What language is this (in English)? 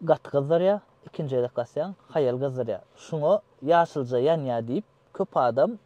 Turkmen